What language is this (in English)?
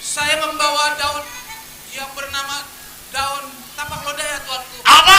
Betawi